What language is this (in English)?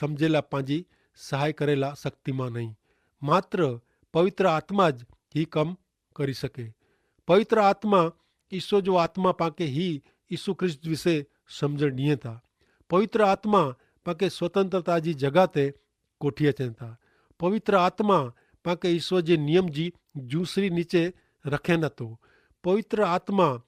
Kachhi